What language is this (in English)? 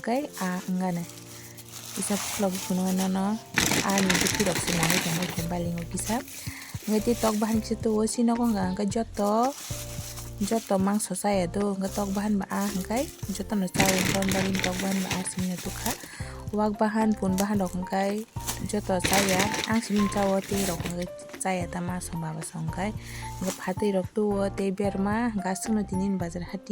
Kok Borok